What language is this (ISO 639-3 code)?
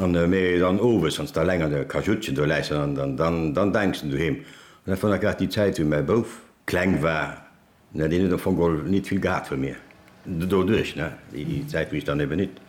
ltz